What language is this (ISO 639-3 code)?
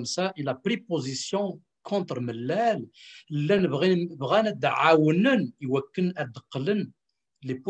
kab